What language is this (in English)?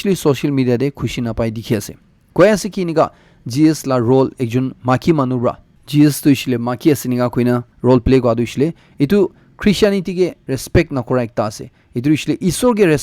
Naga Pidgin